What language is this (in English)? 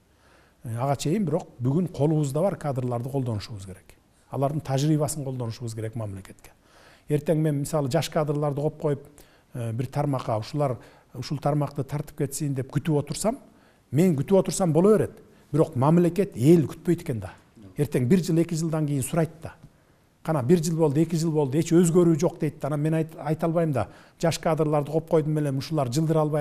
Kyrgyz